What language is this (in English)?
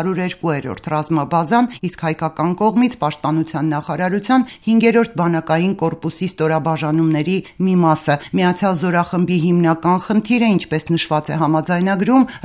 Armenian